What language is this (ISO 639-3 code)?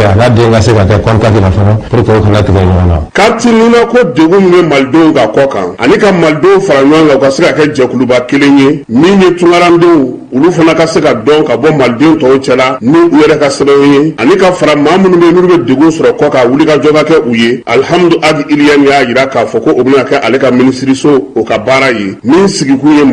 bam